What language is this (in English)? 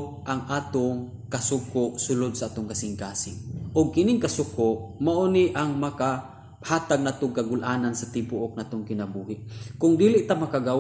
Cebuano